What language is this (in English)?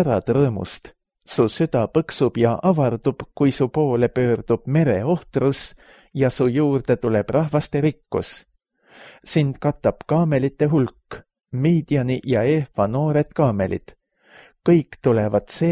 Estonian